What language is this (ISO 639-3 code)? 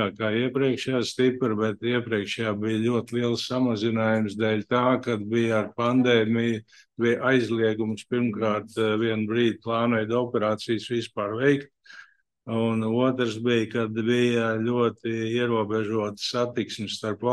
lav